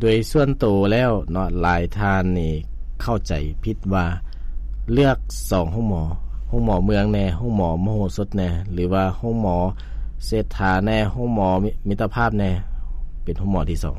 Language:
Lao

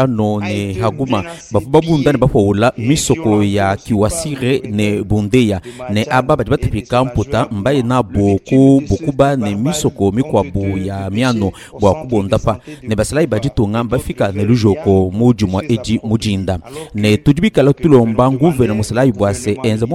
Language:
Luba-Lulua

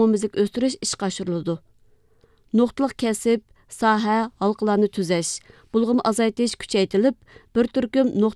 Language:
Uyghur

